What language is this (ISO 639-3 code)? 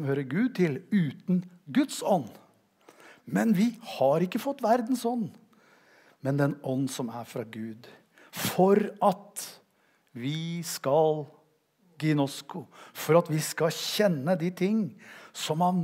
nor